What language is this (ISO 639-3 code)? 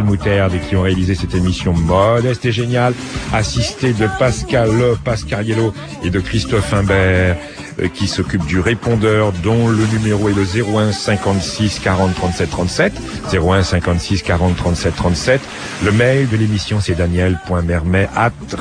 fra